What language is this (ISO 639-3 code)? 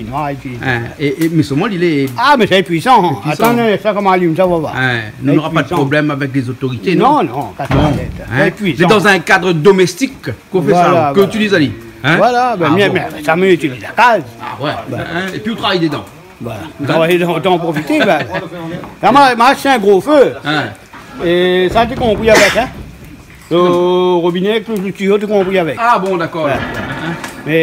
rcf